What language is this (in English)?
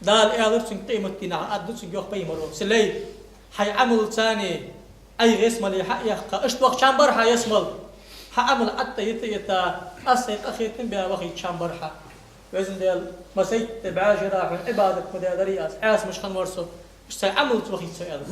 Ingush